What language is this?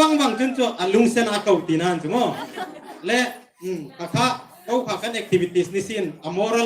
Hmar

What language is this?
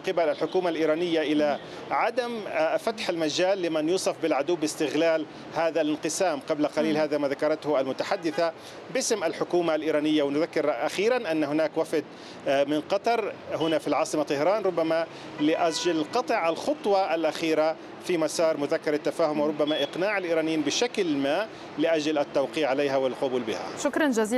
Arabic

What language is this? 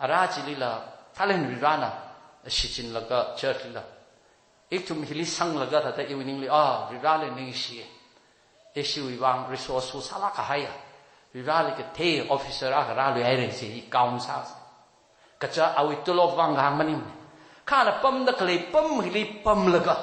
Tangkhul Naga (India)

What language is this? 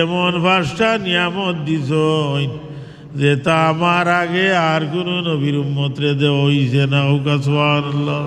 Sylheti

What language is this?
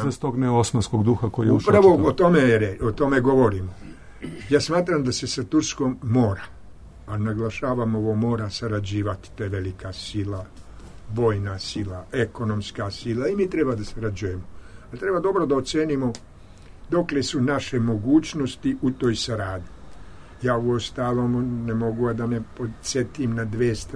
Serbian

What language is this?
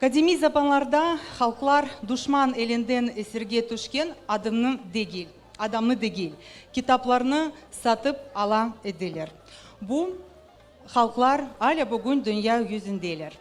Crimean Tatar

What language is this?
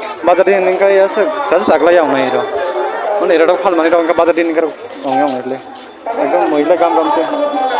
Kok Borok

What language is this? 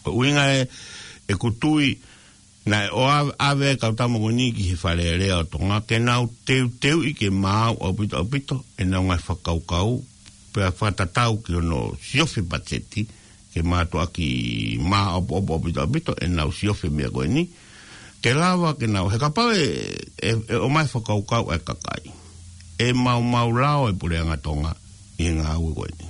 Tongan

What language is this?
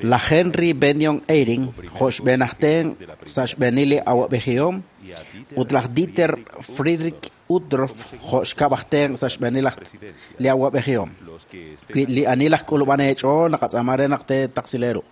Kekchí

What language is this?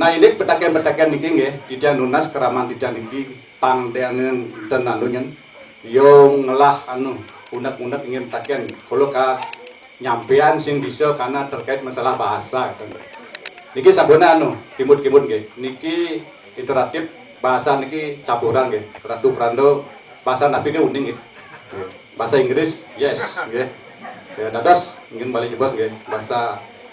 Balinese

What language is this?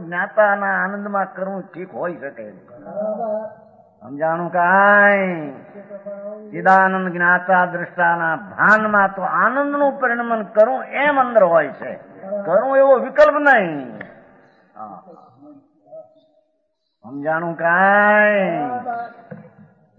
Gujarati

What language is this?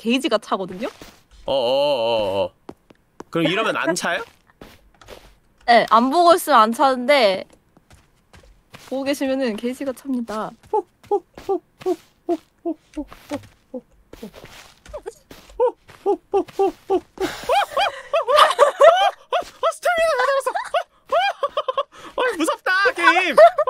Korean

